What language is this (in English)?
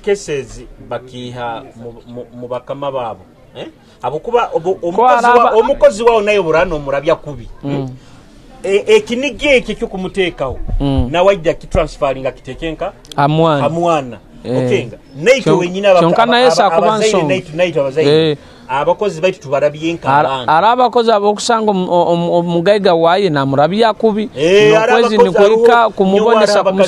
Nyoro